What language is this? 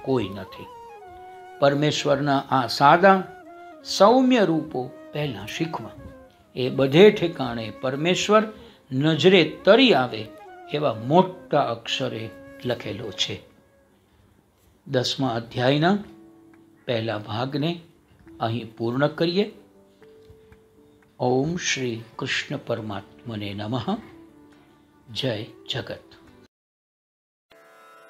Gujarati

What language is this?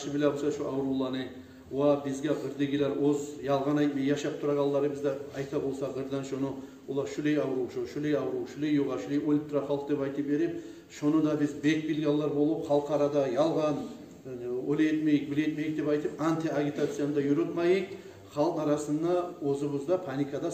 Kumyk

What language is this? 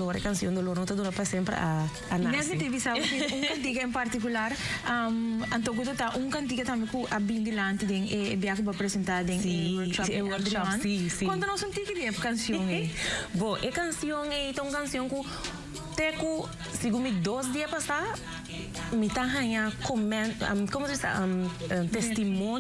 Papiamento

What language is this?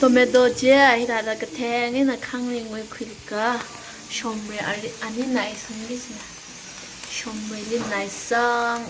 Tangkhul Naga (India)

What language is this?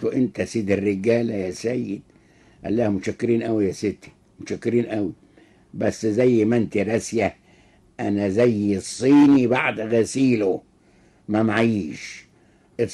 Egyptian Arabic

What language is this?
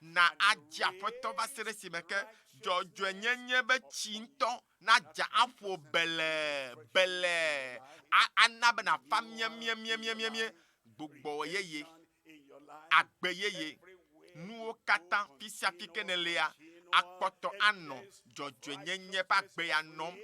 Ewe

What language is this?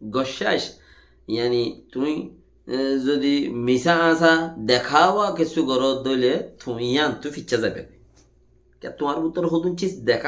Rohingya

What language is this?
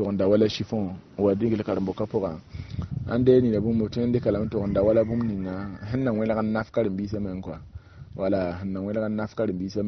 Mossi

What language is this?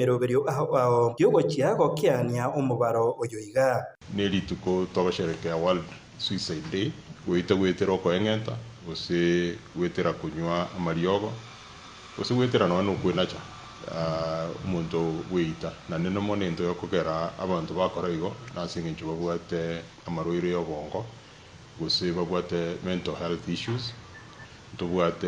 Gusii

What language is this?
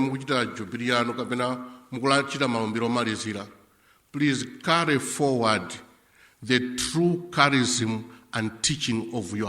Nyanja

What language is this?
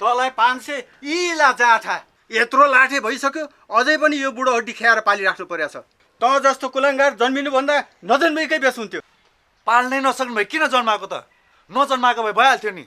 Nepali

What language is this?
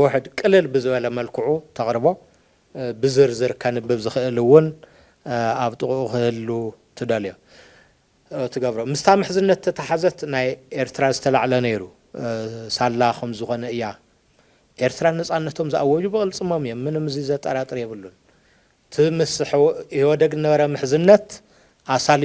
Tigrinya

